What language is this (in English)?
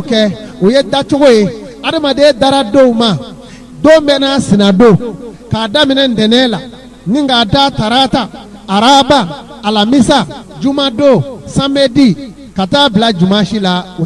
Bambara